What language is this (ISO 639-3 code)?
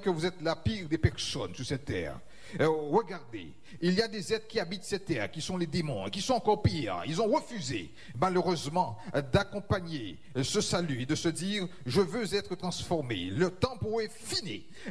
fra